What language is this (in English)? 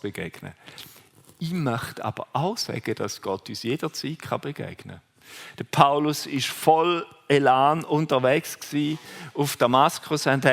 Swiss German